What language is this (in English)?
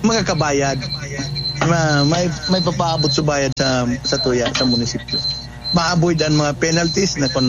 Bikol